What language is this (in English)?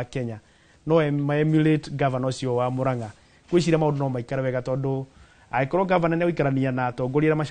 Kikuyu